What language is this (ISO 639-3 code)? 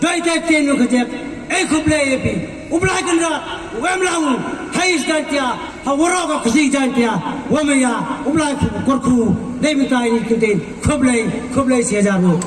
pbv